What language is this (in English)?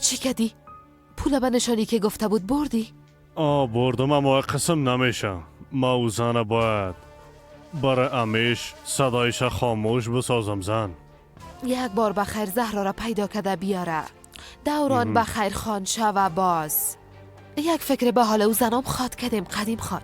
Persian